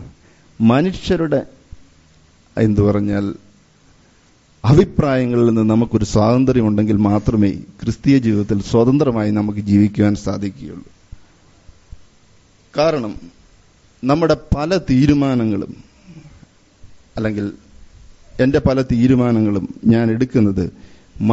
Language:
Malayalam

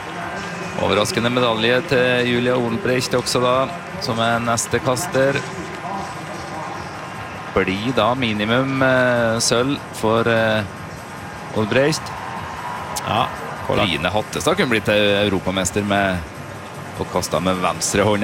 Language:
Norwegian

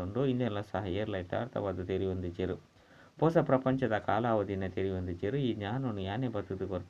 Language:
Tulu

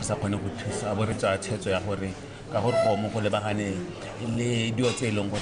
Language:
Tswana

